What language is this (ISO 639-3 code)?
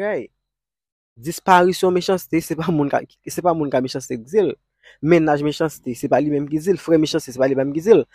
hat